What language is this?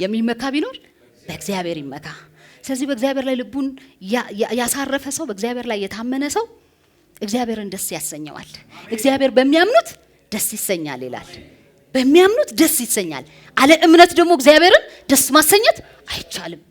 Amharic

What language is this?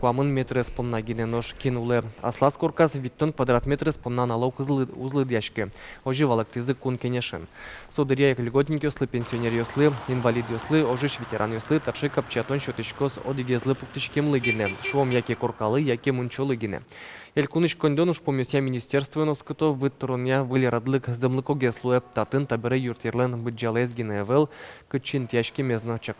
Udmurt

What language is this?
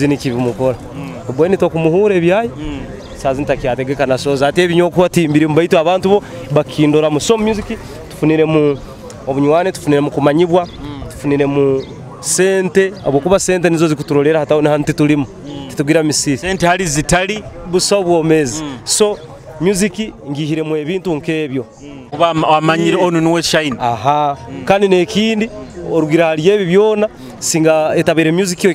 Nyoro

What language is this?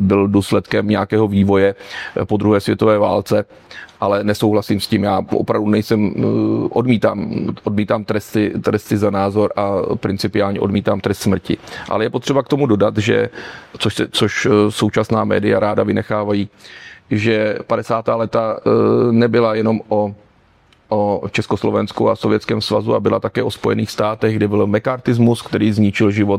Czech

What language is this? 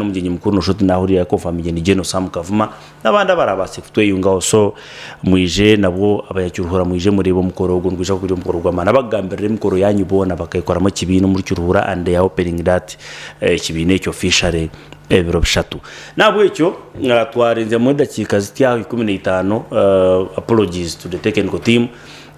Nyankole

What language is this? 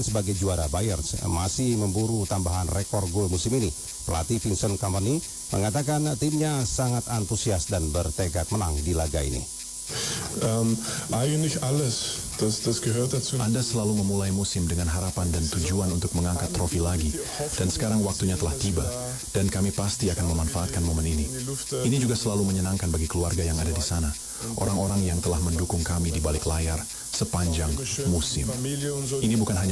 Indonesian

